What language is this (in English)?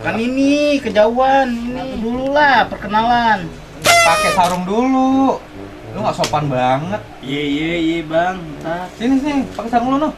Betawi